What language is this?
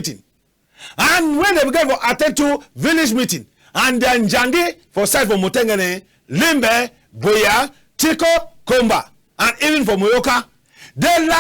Cameroon Pidgin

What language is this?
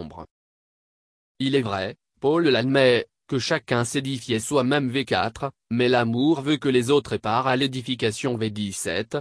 French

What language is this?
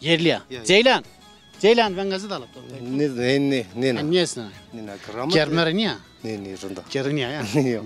Zaza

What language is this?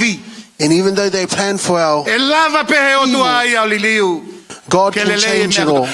Tongan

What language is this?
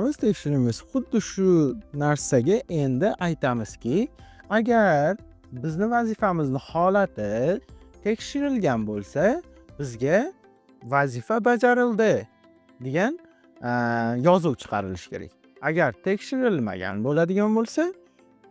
Uzbek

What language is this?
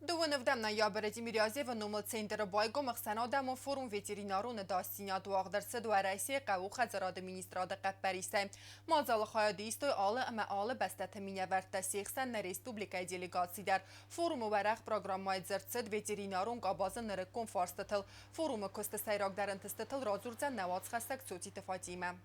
Ossetic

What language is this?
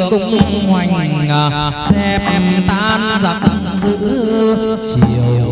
Vietnamese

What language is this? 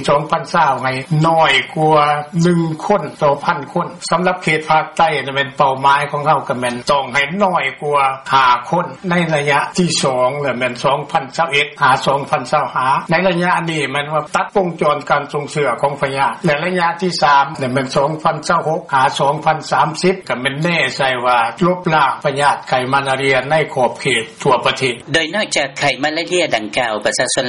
Lao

